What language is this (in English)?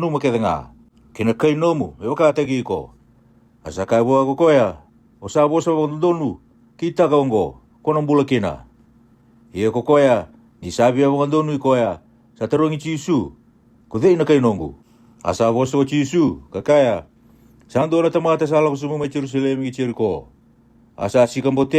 Fijian